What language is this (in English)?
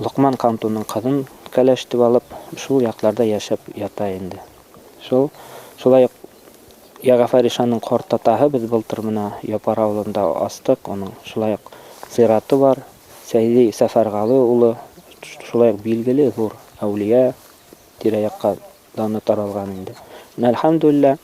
Bashkir